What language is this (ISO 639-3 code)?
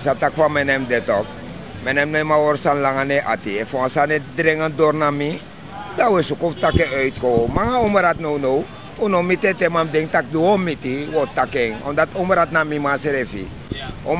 srn